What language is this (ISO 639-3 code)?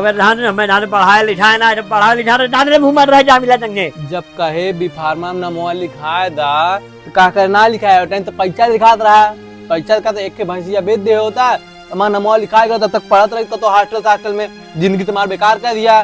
awa